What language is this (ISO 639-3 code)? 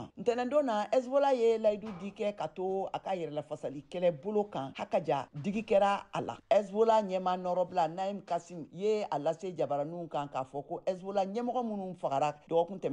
bam